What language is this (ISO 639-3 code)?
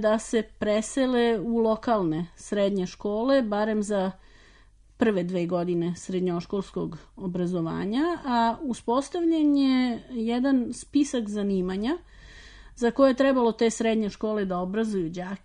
srp